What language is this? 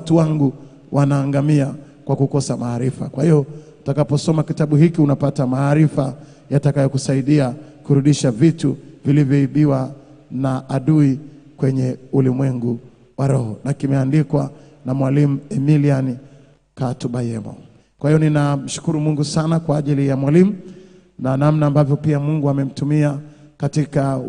Swahili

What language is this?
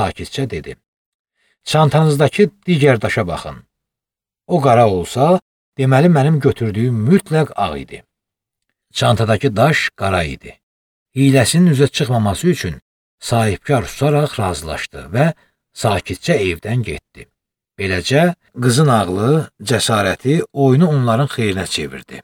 Azerbaijani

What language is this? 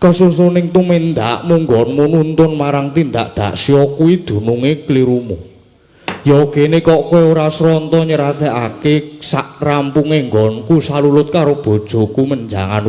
Javanese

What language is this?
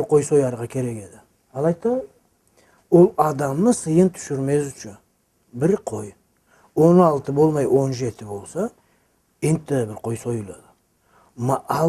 Karachay-Balkar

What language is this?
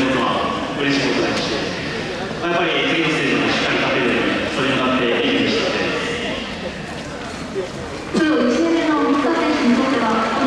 Japanese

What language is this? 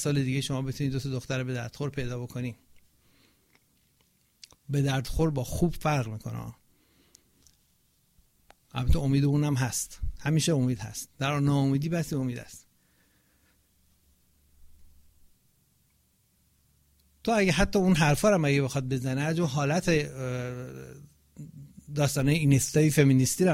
Persian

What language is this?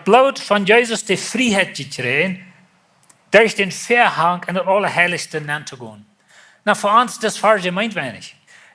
Plautdietsch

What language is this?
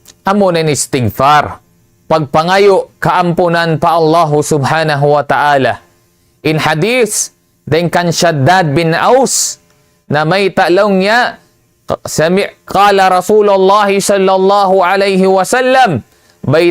Tausug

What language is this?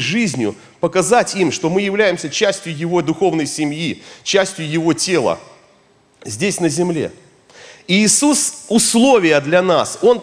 Russian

